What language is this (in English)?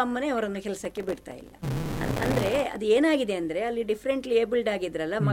Kannada